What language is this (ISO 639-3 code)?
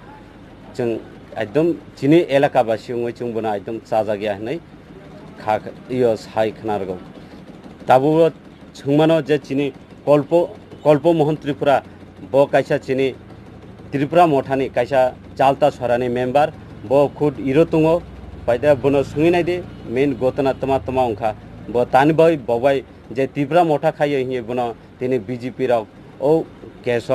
trp